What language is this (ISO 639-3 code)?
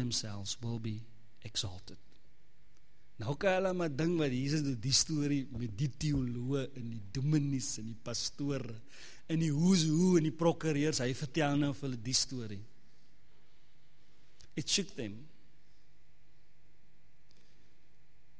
afr